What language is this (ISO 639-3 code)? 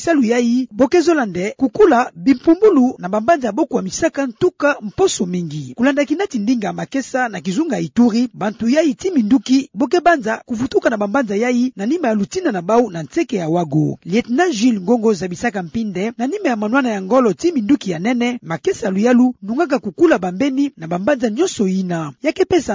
ktu